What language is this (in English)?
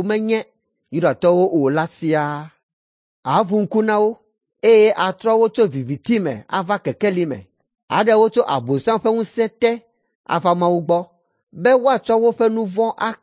Ewe